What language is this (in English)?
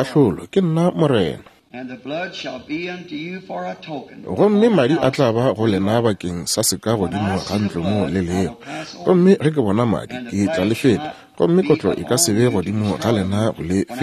Northern Sotho